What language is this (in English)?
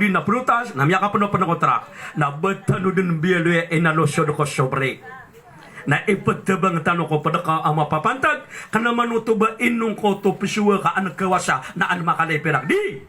Maranao